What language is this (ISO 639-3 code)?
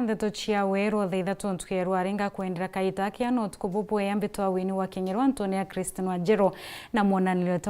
mer